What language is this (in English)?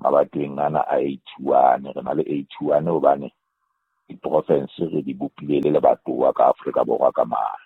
Southern Sotho